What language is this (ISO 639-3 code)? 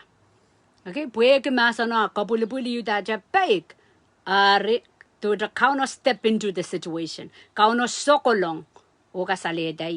pon